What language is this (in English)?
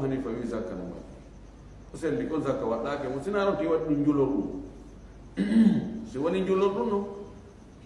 Fula